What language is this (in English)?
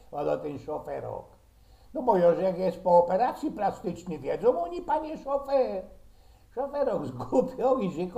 Silesian